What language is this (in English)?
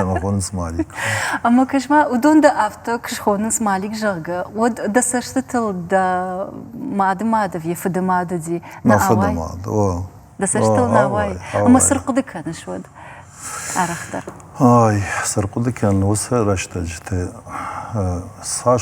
Ossetic